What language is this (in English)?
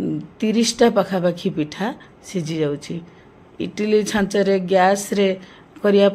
Odia